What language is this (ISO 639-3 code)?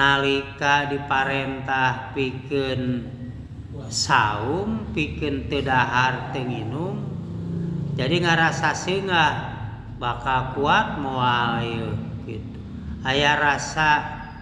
sun